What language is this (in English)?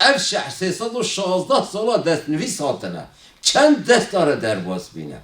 Kurdish